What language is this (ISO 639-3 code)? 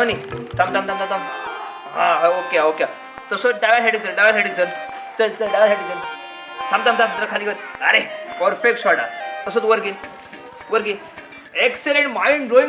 kok